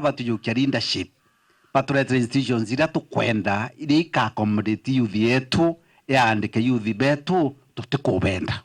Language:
Meru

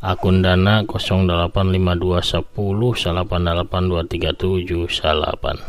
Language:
Sundanese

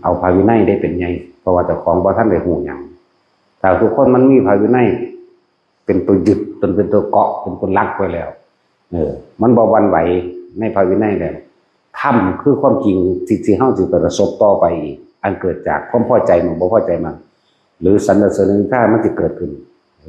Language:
Northeastern Thai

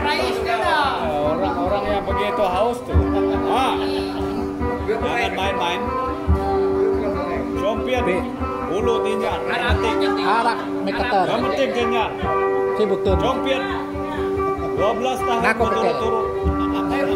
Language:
Malay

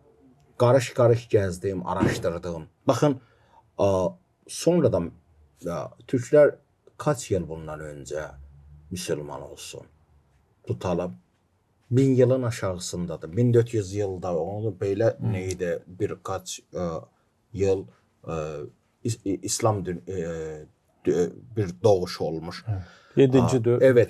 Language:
Gagauz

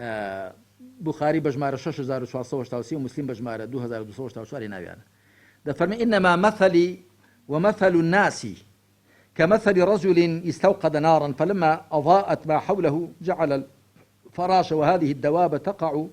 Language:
Central Kurdish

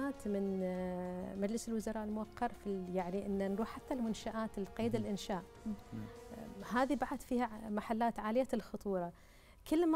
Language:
Arabic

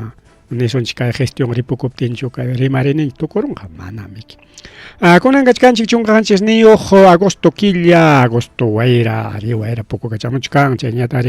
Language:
Ayacucho Quechua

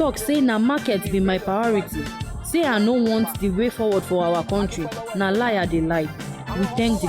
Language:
Nigerian Pidgin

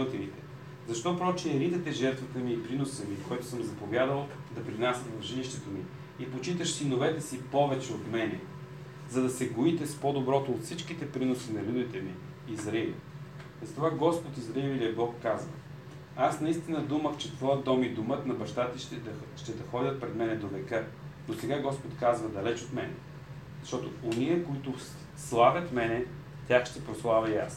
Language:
Bulgarian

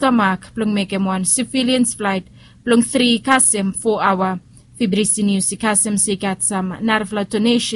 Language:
Bislama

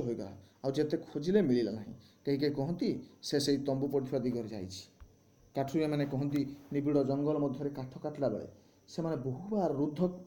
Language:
Odia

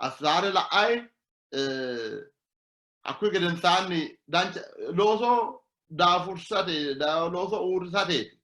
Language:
Sidamo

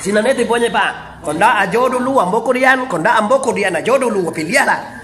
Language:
Minangkabau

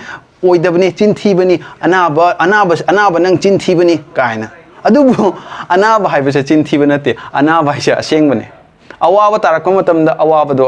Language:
Manipuri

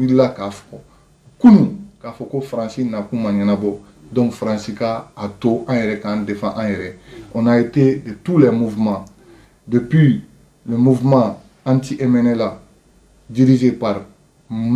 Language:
Bambara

